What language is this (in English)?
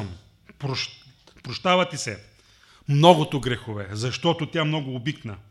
Bulgarian